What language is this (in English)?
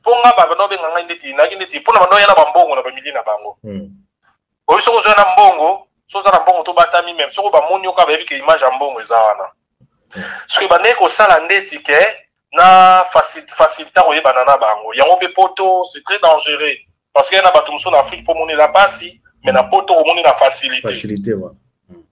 Lingala